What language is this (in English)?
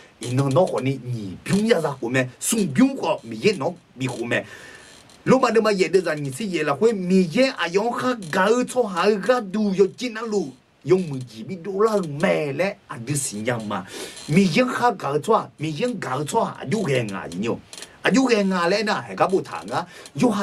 Akha